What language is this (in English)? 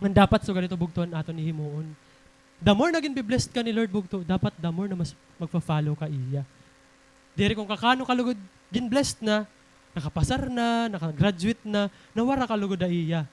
Waray